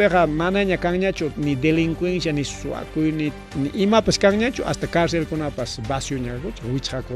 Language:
Ayacucho Quechua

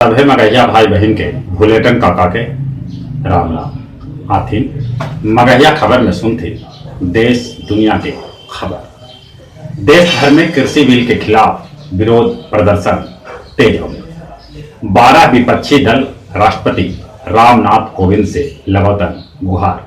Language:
Magahi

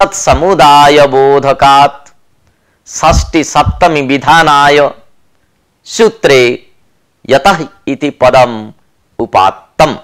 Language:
Sanskrit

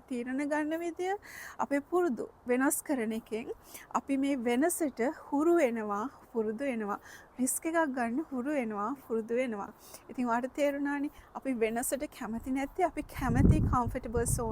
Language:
Sinhala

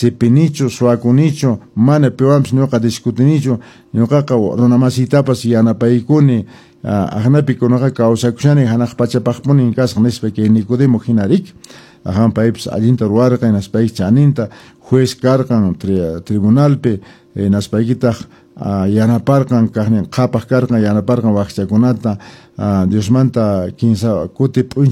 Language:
Quechua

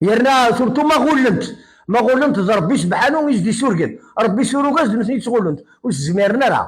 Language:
Kabyle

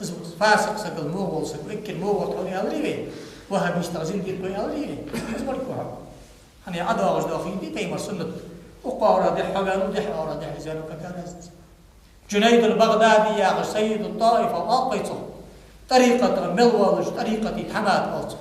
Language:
Ingush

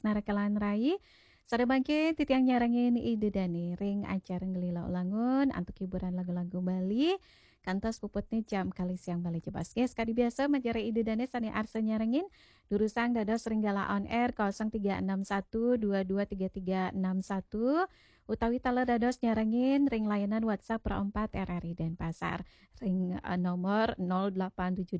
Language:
Balinese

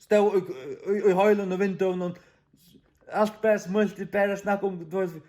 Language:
Faroese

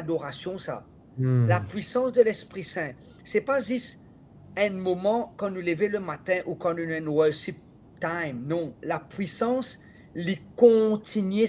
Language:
Morisyen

